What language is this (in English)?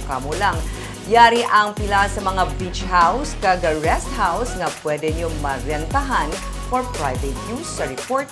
Hiligaynon